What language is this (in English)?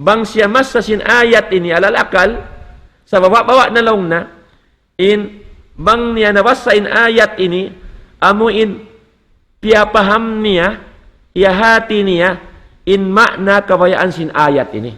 Tausug